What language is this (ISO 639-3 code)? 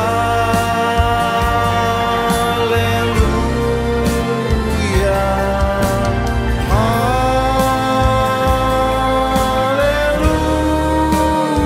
ind